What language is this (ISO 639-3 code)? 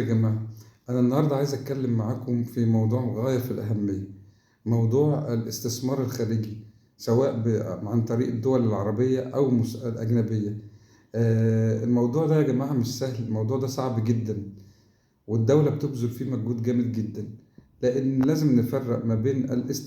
arz